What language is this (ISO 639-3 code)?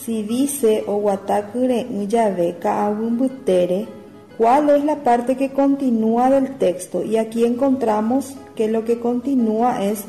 grn